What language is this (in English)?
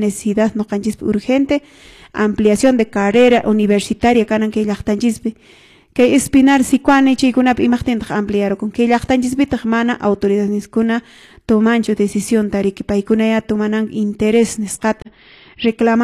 Quechua